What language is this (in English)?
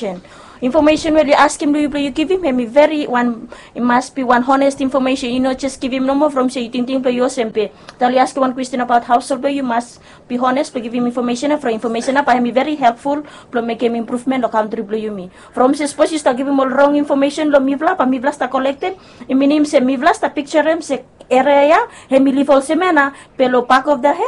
Bislama